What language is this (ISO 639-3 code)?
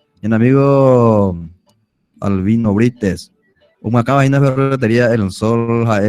grn